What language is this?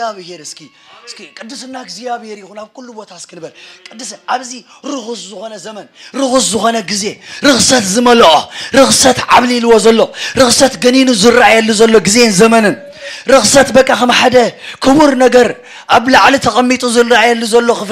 Tigrinya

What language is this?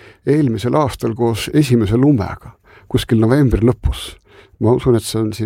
Estonian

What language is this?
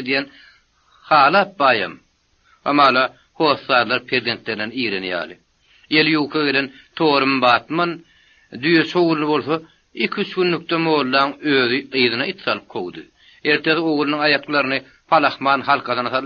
Turkmen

